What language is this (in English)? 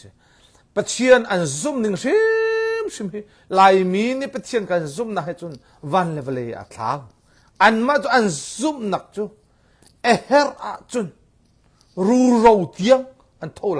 Hakha Chin